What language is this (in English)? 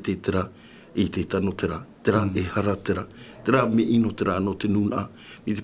Tahitian